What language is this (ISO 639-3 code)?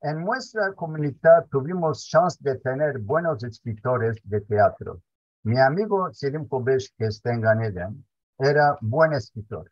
lad